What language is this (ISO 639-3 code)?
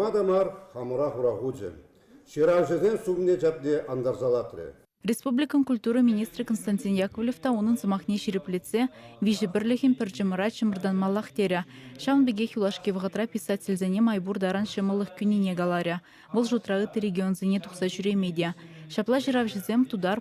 chv